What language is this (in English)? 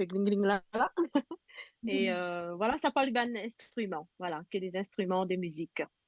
Morisyen